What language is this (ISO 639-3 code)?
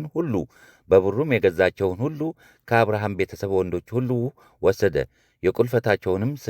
amh